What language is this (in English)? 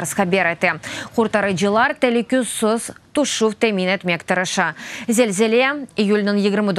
Crimean Tatar